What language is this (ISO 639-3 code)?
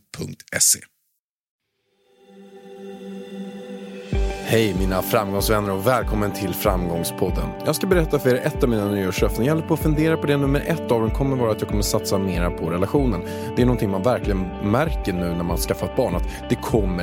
swe